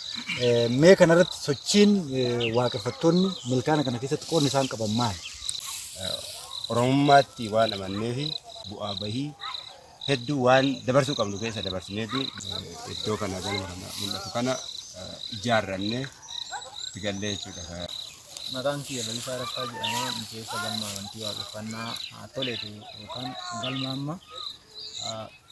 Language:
Oromo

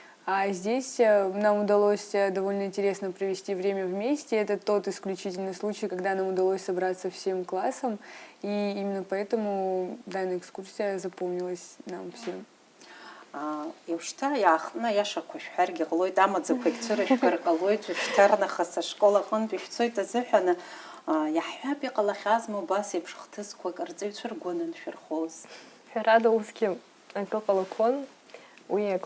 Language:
Abkhazian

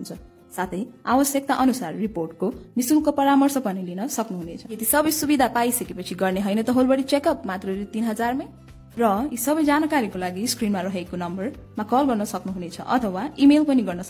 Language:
Nepali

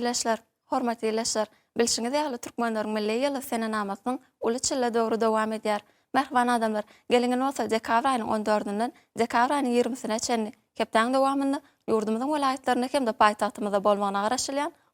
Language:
Turkmen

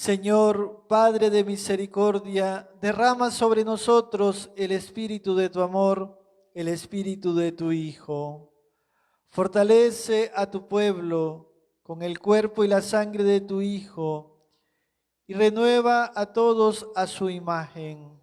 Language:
Kekchí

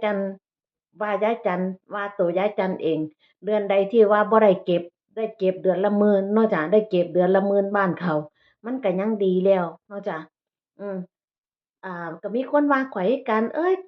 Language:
Northeastern Thai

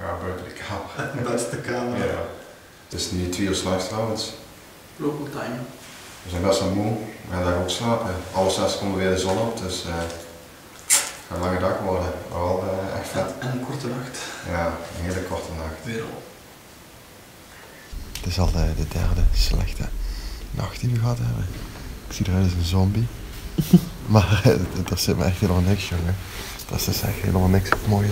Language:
Dutch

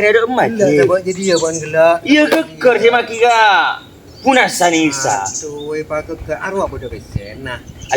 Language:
Madurese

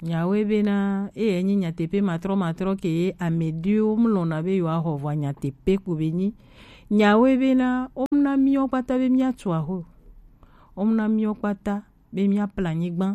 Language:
Gen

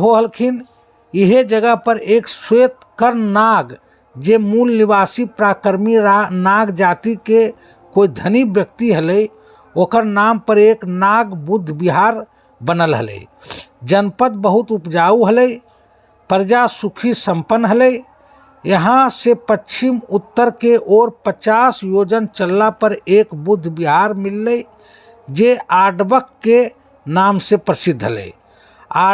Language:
Magahi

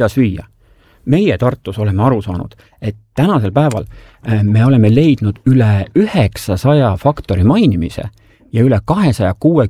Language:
Estonian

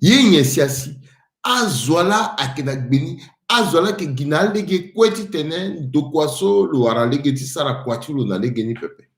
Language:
Sango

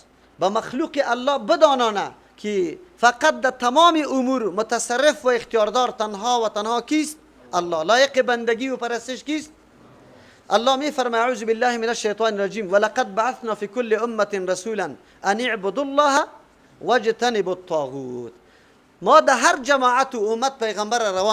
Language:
Persian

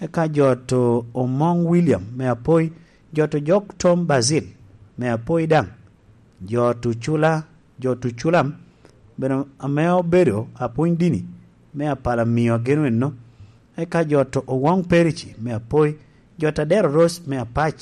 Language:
Lango (Uganda)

